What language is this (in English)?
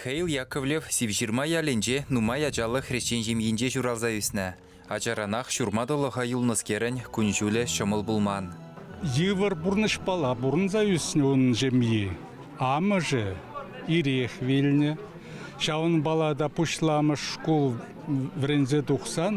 Chuvash